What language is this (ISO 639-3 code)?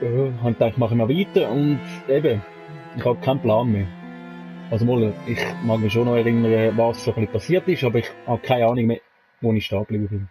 gsw